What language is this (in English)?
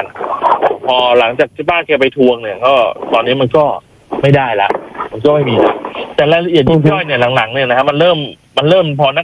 Thai